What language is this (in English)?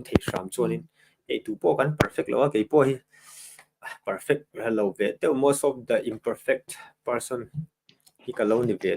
Mizo